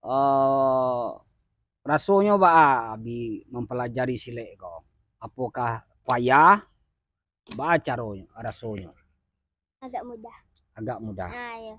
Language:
Minangkabau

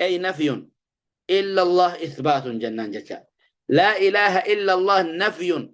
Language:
Oromo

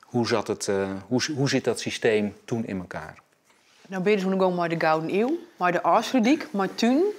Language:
Western Frisian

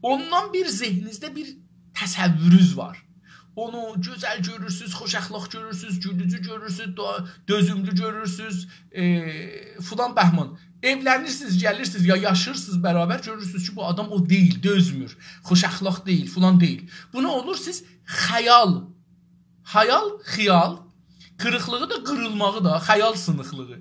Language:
South Azerbaijani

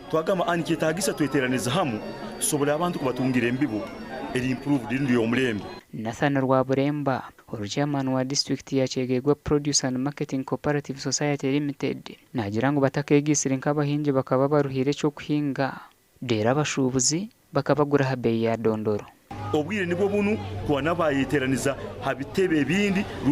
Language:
Nyankole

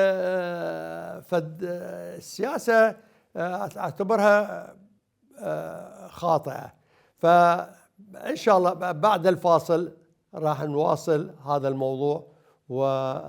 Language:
Mesopotamian Arabic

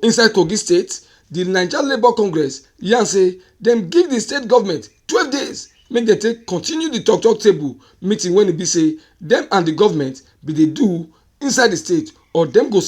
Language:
Nigerian Pidgin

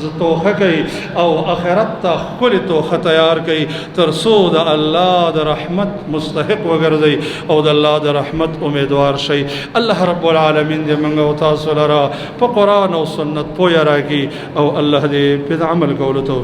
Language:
Pashto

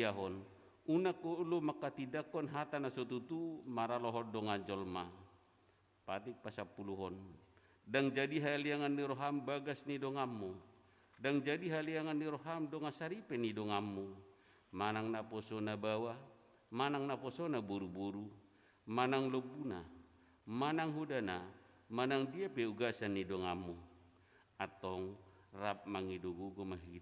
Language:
Batak Toba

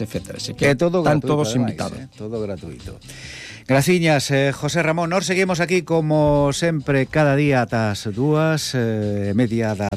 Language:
Galician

